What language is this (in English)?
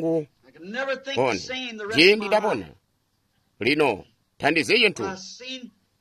Tonga (Zambia)